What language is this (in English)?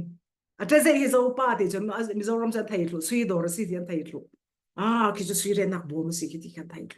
Falam Chin